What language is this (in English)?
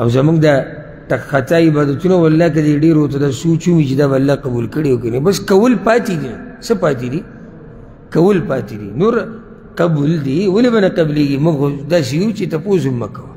Pashto